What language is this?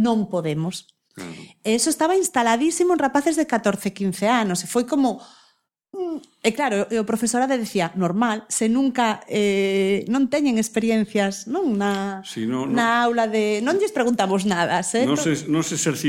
Galician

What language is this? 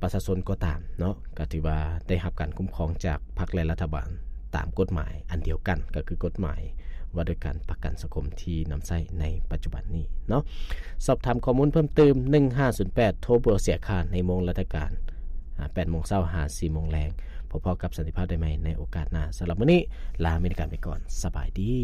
Lao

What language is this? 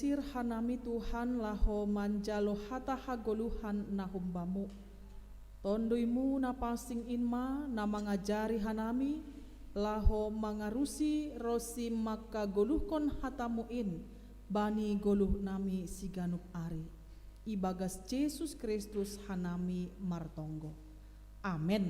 Batak Simalungun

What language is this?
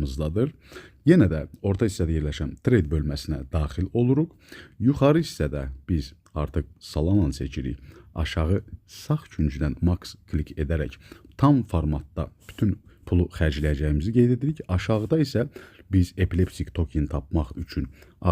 Azerbaijani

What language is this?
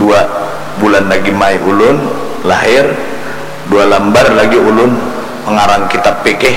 Banjar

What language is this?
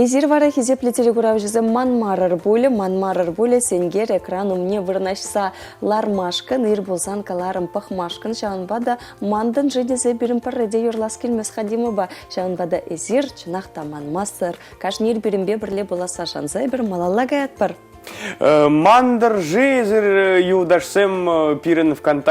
Chuvash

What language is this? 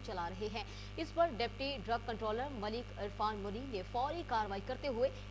Urdu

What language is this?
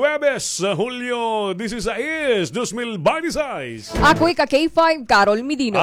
Waray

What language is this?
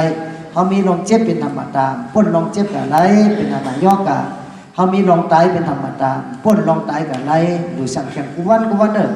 Shan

